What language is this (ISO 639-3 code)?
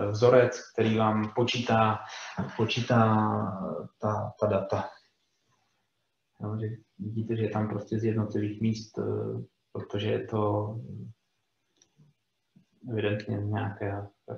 ces